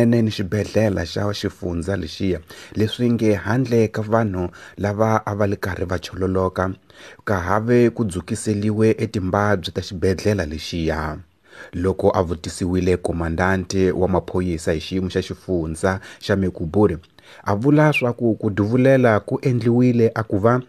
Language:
Tsonga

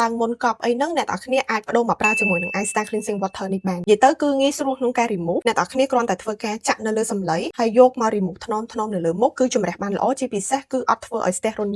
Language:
Khmer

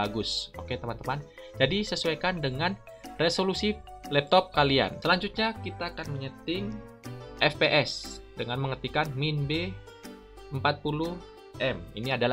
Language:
Indonesian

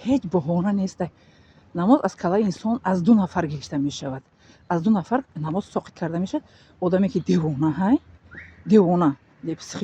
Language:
Tajik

